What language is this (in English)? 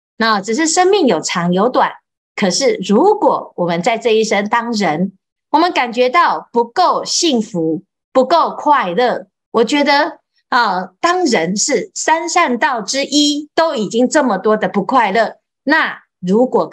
Chinese